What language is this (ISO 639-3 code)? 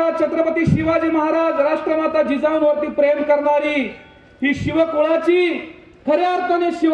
mar